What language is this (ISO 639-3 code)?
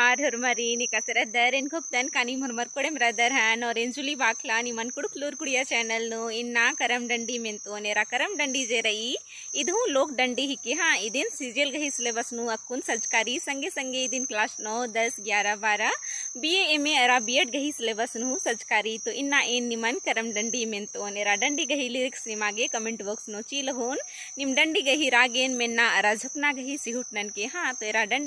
kru